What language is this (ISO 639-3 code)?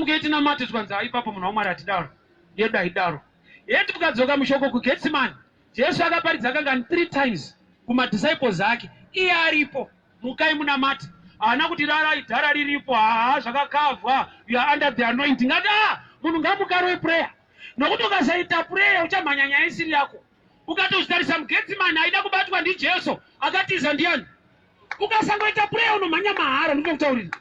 sna